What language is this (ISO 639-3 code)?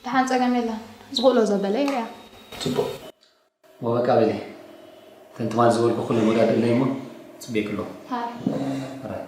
tir